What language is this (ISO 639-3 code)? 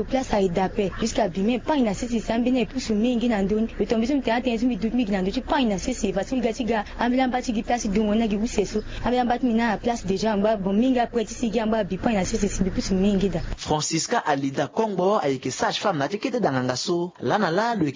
sag